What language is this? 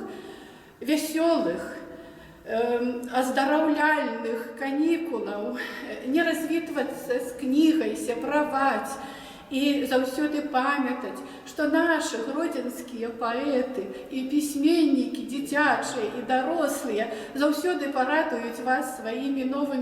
Belarusian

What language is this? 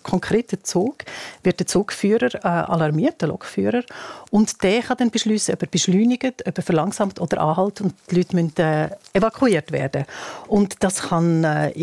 German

